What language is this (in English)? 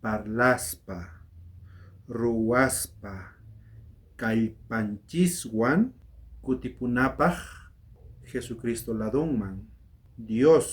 South Bolivian Quechua